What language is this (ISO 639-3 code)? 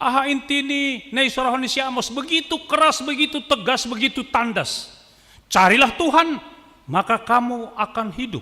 bts